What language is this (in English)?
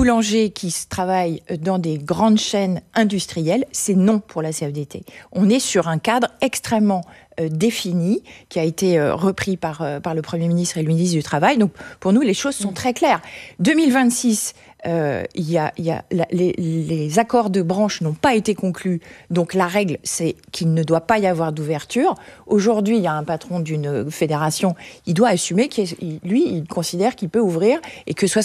French